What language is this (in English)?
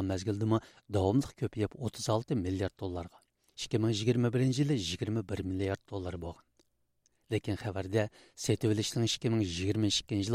Uyghur